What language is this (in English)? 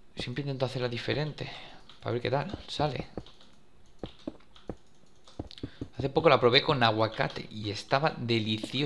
Spanish